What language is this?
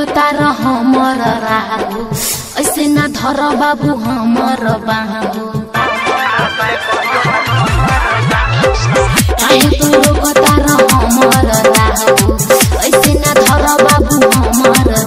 Bhojpuri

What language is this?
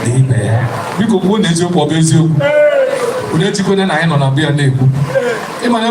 Igbo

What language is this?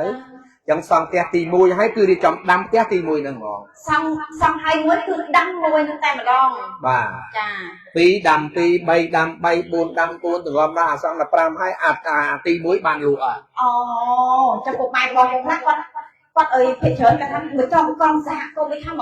Khmer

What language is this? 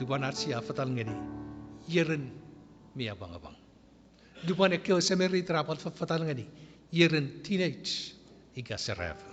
Chuukese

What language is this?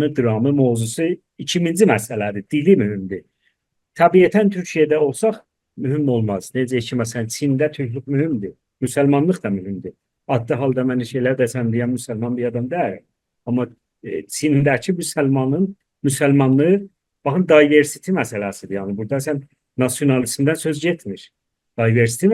South Azerbaijani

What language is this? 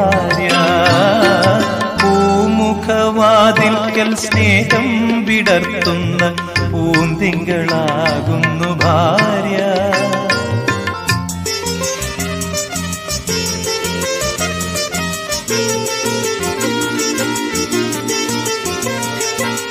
Malayalam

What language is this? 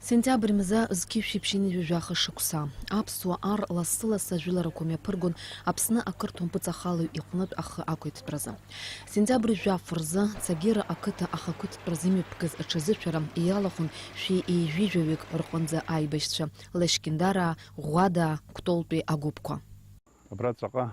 Abkhazian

